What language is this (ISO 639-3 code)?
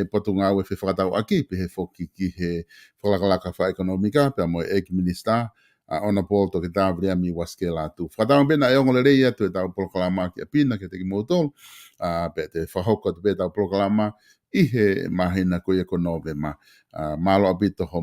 ton